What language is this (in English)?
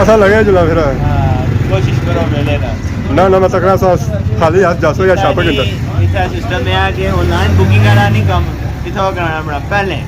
Pahari-Potwari